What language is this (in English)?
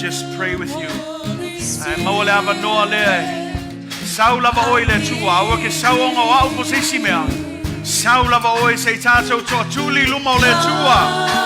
Samoan